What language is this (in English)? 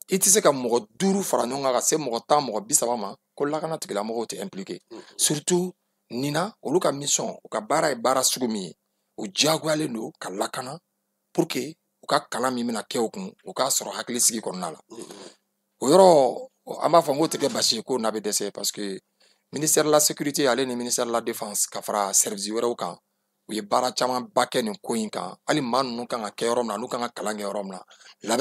Bambara